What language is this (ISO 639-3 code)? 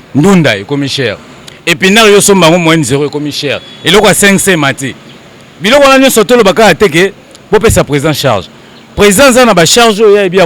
lin